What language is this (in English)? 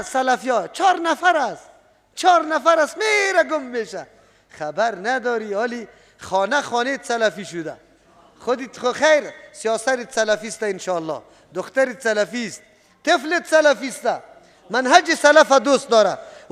Persian